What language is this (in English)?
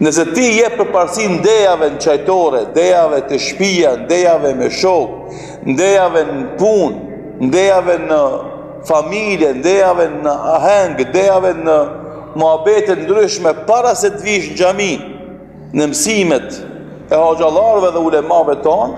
Albanian